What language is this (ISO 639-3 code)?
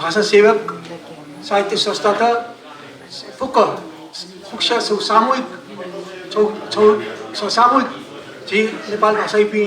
new